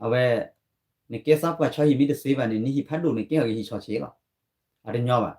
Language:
S'gaw Karen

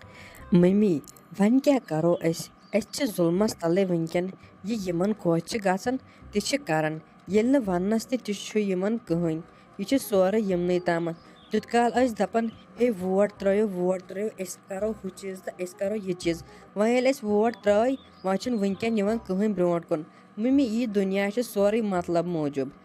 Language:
Kashmiri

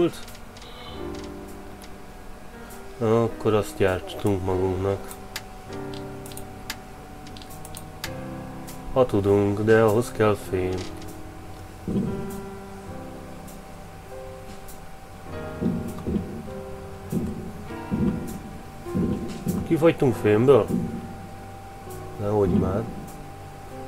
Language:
Hungarian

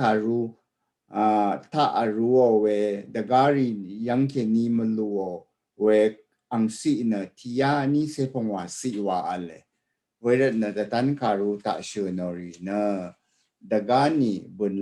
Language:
Rawang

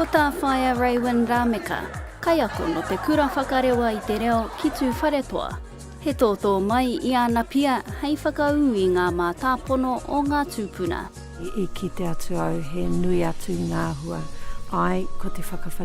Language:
Māori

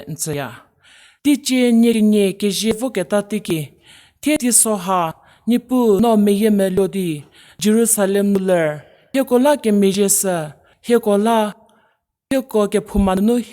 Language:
Angami Naga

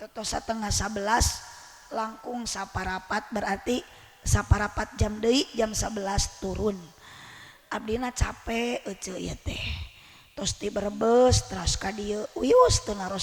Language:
Sundanese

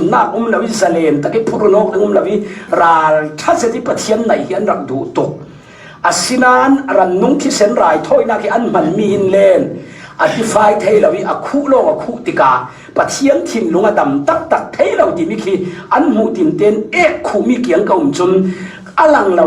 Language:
Falam Chin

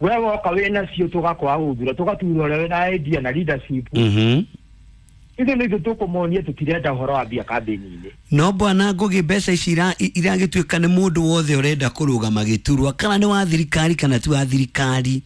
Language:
Kikuyu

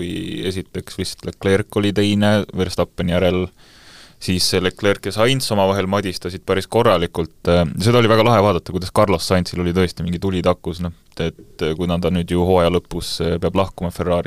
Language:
Estonian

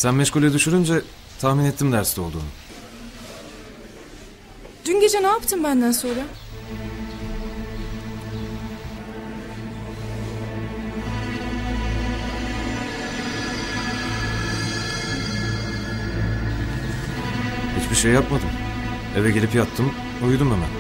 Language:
Turkish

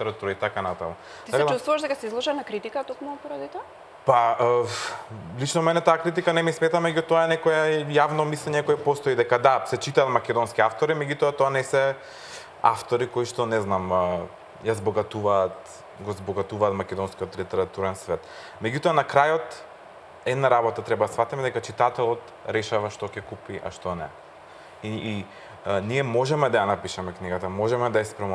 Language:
Macedonian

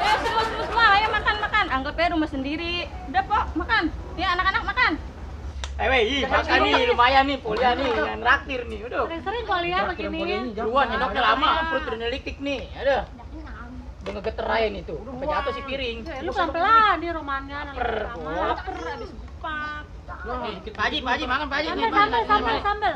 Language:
Betawi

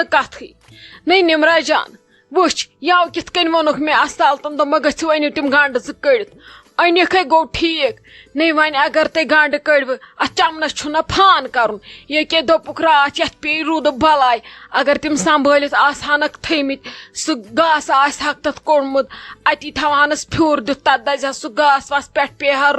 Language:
Kashmiri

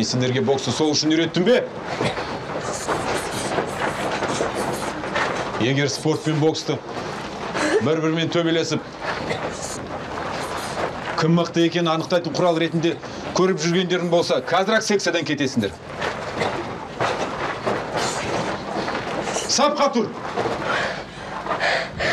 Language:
Kazakh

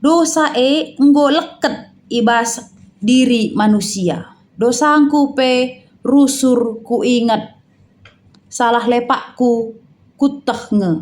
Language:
Batak Karo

